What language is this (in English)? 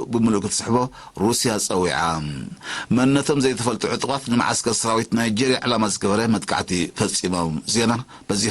Tigrinya